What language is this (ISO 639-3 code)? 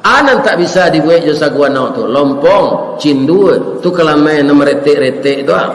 min